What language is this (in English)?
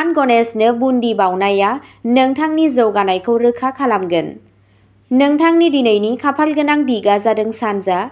Bodo